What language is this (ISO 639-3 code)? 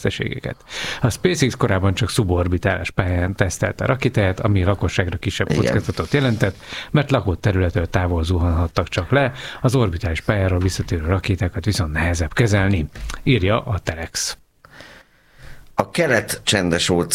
hun